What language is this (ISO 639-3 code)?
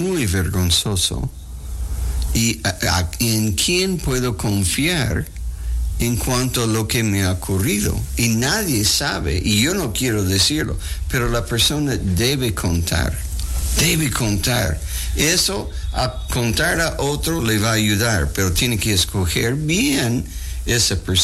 spa